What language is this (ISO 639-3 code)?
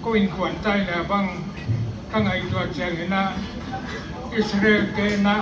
pck